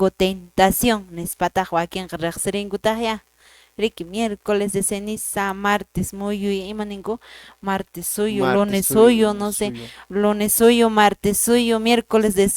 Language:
Quechua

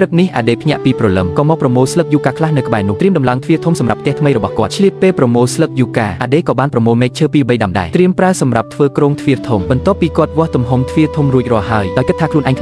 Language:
Khmer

